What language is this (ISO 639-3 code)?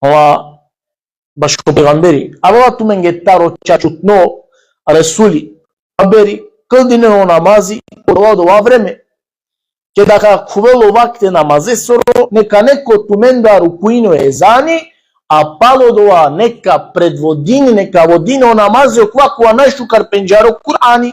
rmn